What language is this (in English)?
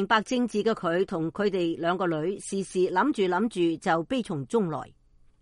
Cantonese